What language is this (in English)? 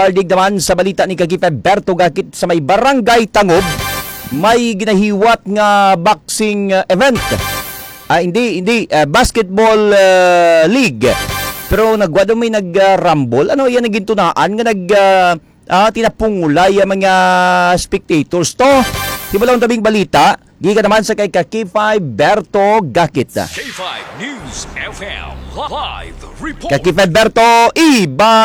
Hiligaynon